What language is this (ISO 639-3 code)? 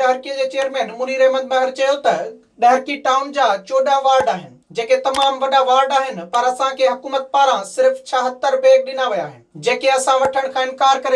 snd